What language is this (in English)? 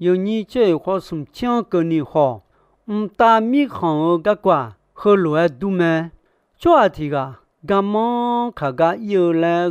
Akha